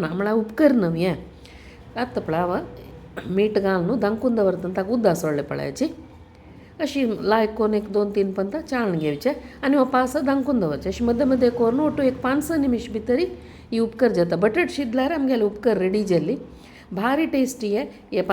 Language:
Konkani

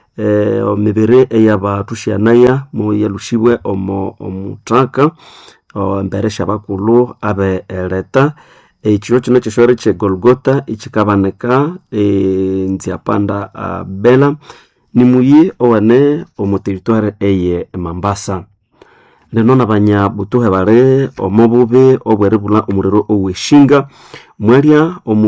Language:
Nande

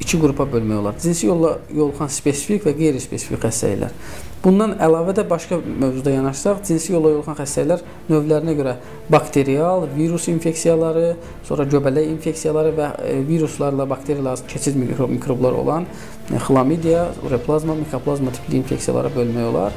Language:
Azerbaijani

